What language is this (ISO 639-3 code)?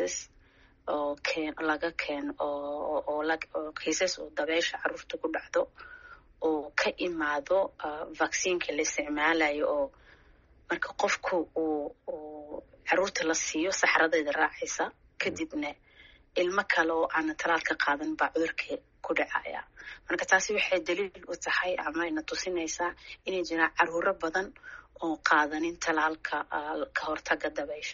som